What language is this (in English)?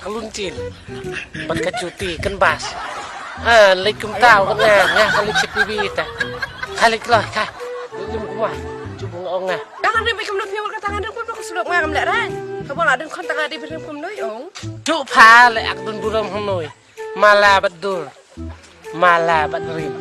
Khasi